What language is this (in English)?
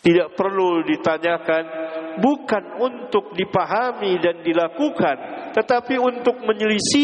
Indonesian